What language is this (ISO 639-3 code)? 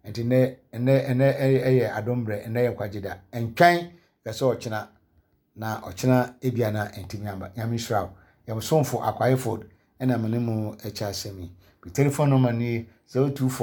aka